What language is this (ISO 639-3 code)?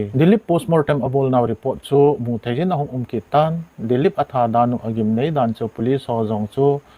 tcz